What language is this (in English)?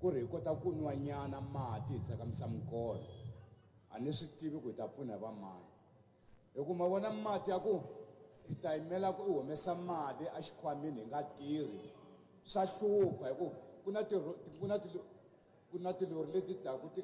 Tsonga